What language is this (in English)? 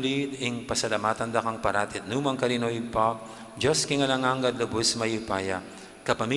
Pampanga